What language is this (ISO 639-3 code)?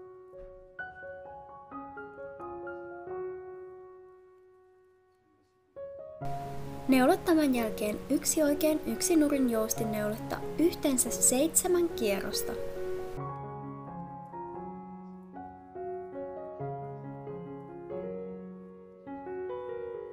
fin